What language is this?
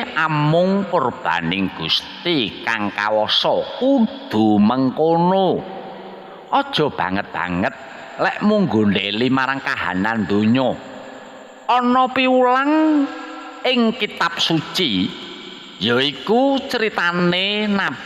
Javanese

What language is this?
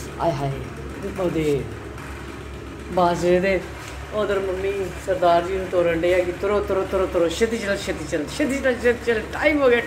Punjabi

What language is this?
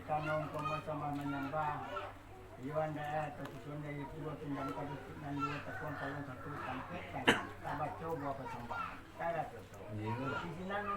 Minangkabau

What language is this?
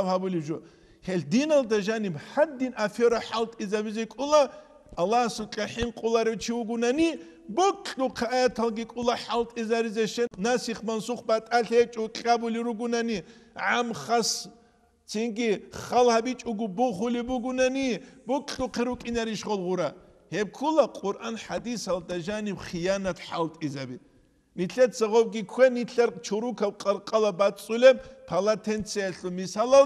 Avaric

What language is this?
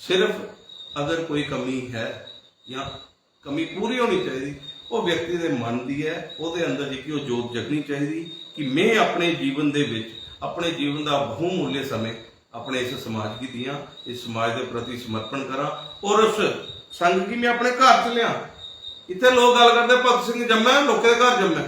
Dogri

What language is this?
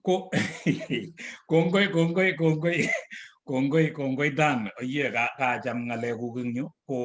Kalenjin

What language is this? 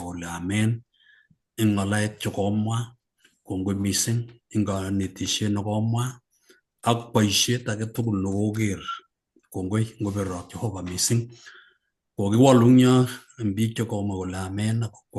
Kalenjin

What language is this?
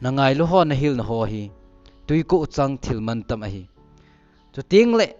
Thado Chin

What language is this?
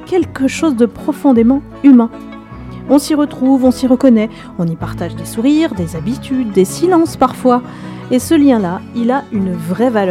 French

